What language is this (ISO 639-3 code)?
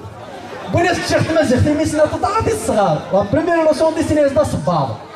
kab